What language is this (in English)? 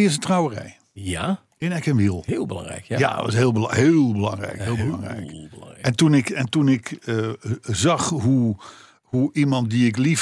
Dutch